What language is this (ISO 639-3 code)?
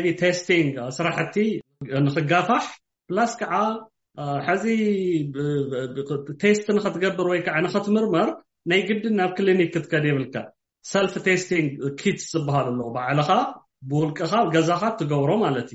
tir